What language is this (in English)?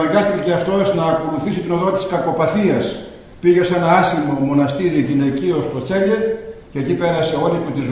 Greek